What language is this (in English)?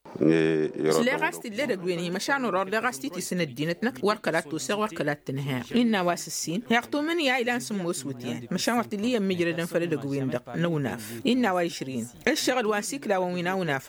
Tamasheq